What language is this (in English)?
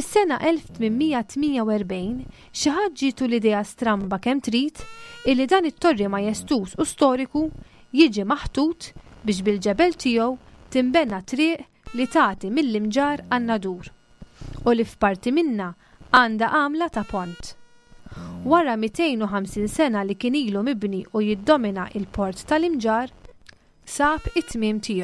Maltese